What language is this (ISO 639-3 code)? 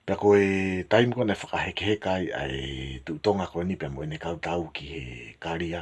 ton